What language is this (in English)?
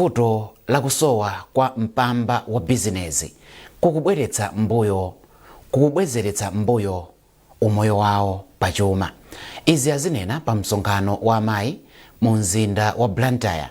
Nyanja